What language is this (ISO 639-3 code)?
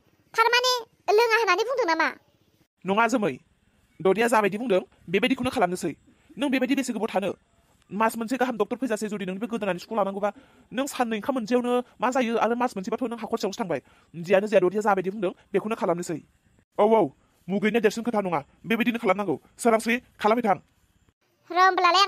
brx